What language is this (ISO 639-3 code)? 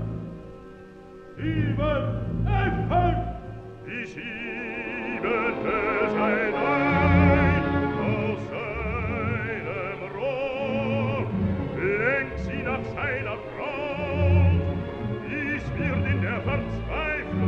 deu